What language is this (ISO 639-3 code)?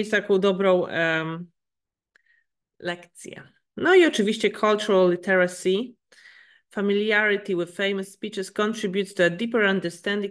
pol